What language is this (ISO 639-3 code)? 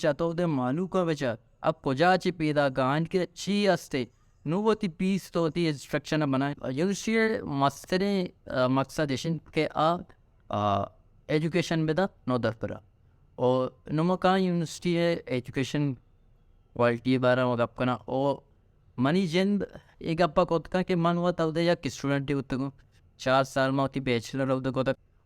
bal